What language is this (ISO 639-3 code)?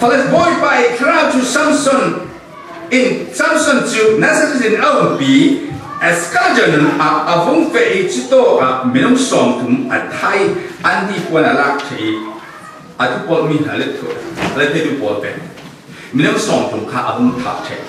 cfm